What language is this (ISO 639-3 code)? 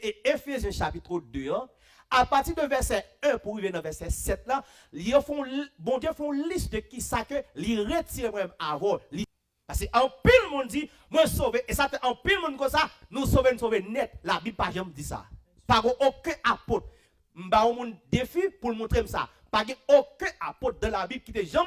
hat